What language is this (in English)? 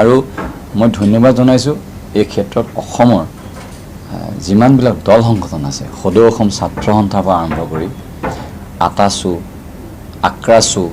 Assamese